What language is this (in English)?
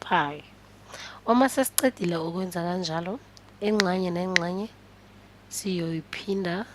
Zulu